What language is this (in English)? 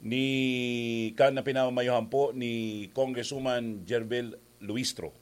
Bikol